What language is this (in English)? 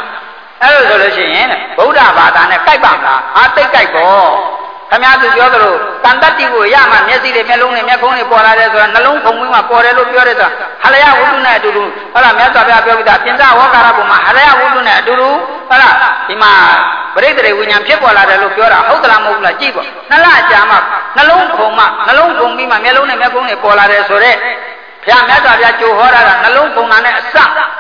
Burmese